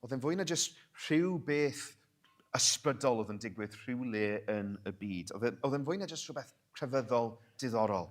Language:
Welsh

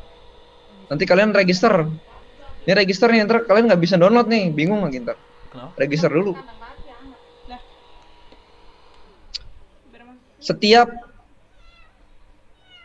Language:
Indonesian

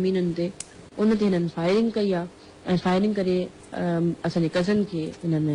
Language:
Sindhi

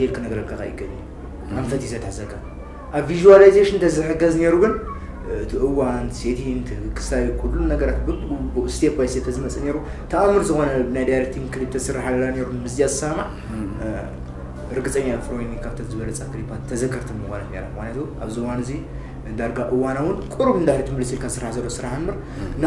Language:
Tigrinya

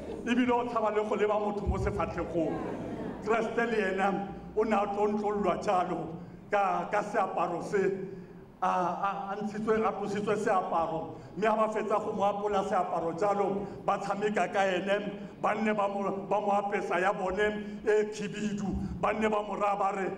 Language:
Tswana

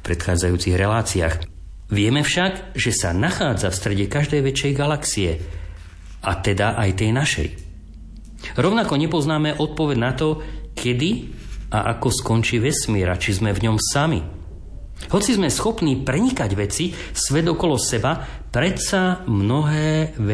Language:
Slovak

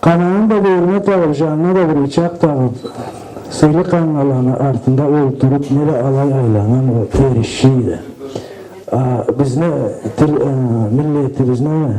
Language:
Karachay-Balkar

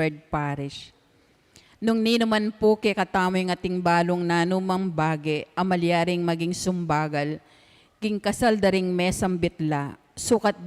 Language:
Pampanga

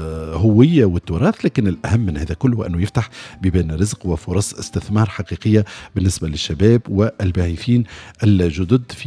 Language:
Tunisian Arabic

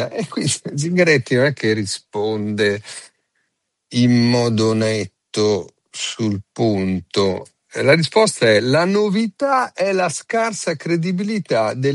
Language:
Italian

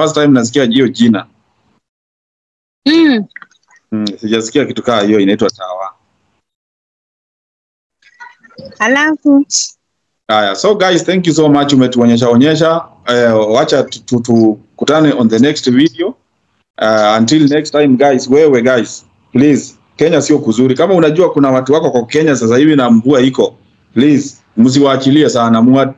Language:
Swahili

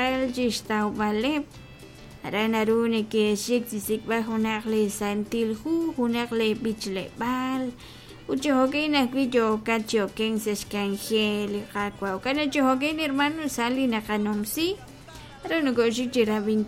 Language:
Kekchí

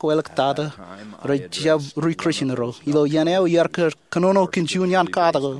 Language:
Marshallese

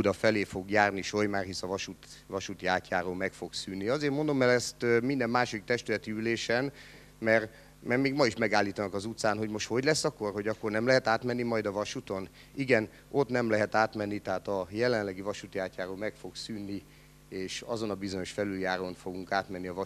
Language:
Hungarian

